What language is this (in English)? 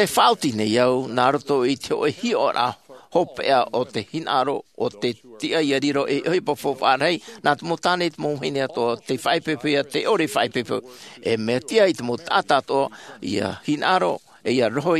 Tahitian